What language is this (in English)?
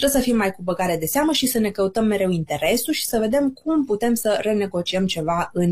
Romanian